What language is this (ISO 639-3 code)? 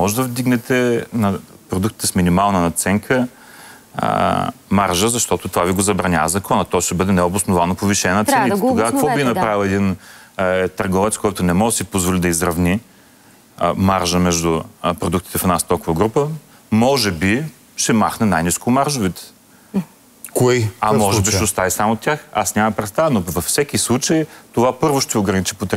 bul